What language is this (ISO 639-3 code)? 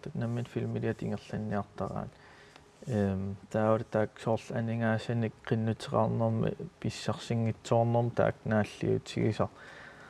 kal